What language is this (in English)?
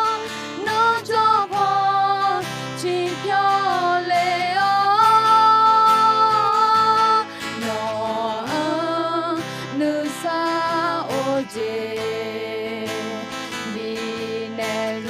Akha